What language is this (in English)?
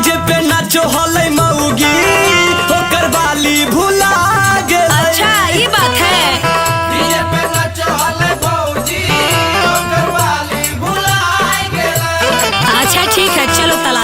Magahi